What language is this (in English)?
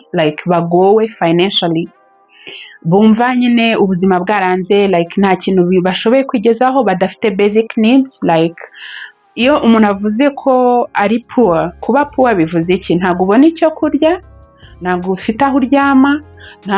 Kinyarwanda